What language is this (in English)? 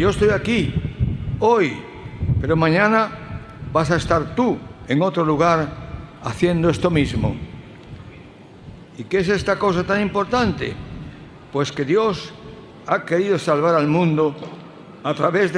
Spanish